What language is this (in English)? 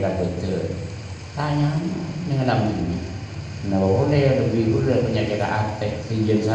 Madurese